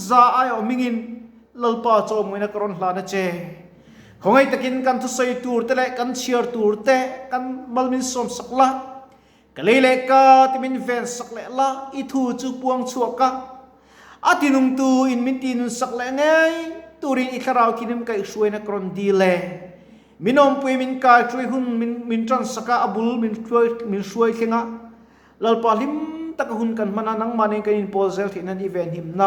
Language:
Mizo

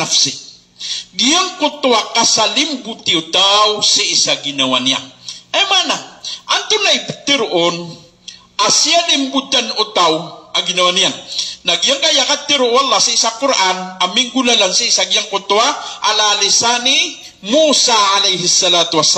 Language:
Maranao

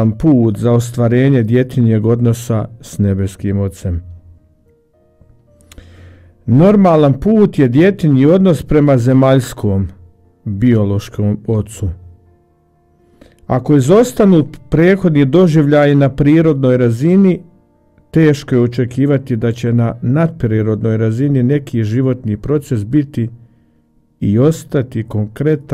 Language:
Croatian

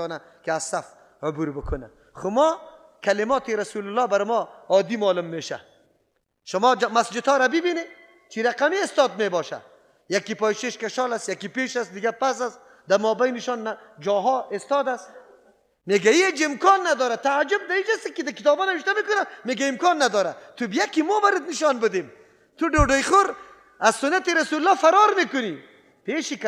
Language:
Persian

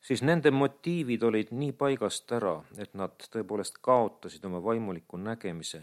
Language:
Estonian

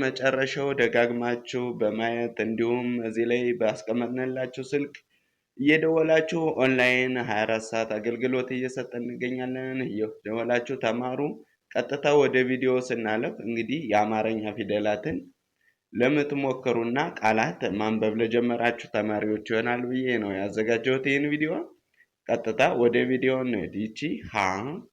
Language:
Amharic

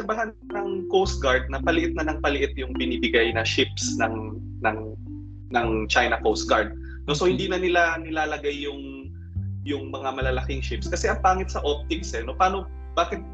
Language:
Filipino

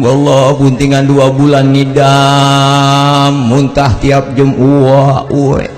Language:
Betawi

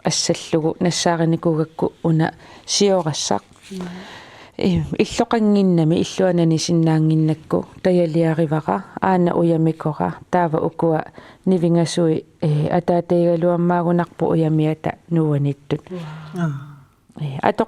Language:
Kalaallisut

